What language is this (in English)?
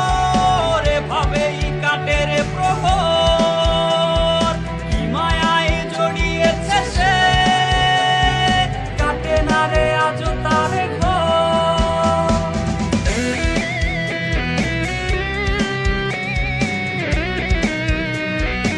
Bangla